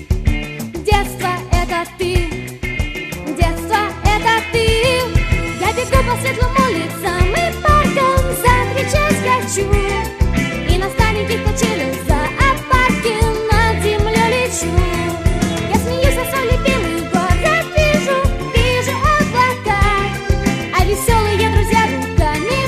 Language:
Russian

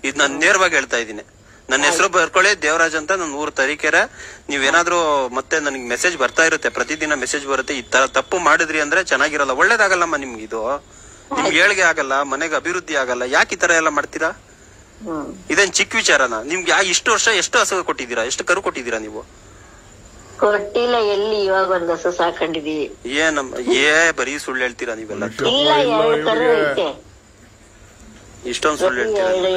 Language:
Kannada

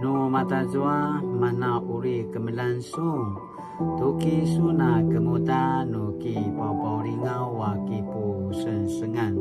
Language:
Paiwan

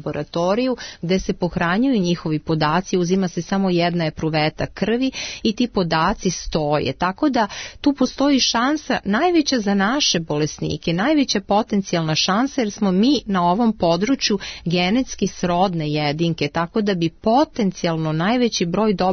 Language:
Serbian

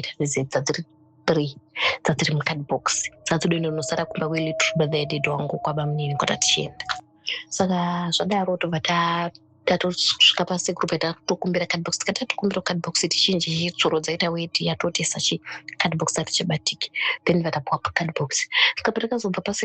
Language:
Shona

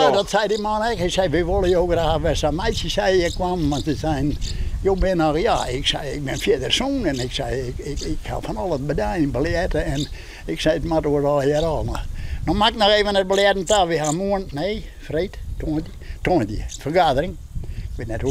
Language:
Western Frisian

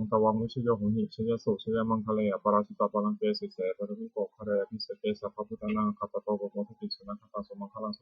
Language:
Pali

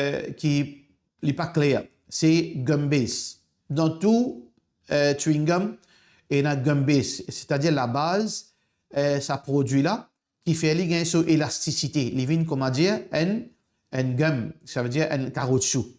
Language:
Morisyen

